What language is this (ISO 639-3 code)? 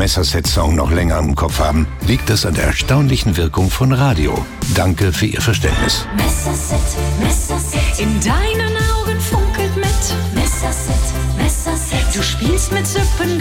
deu